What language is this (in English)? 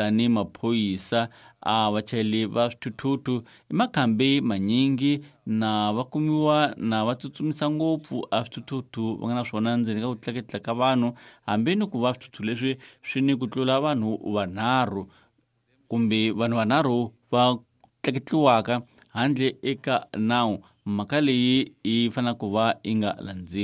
Tsonga